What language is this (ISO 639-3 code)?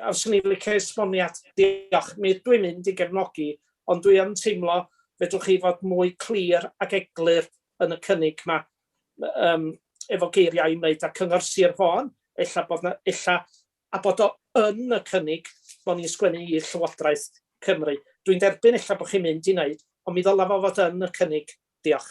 cym